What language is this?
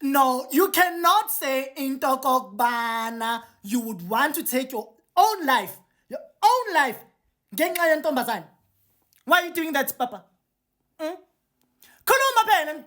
Zulu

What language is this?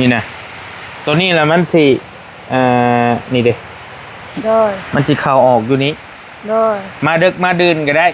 Northeastern Thai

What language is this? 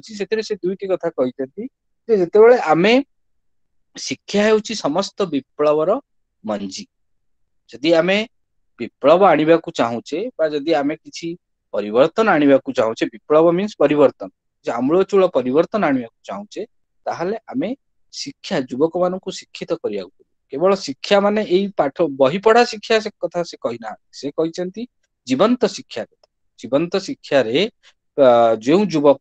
Odia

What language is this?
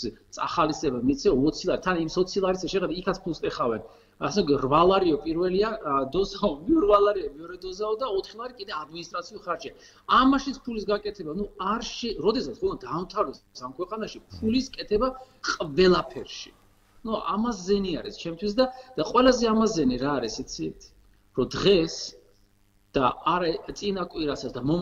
Georgian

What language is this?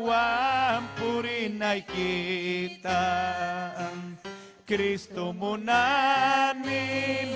Ayacucho Quechua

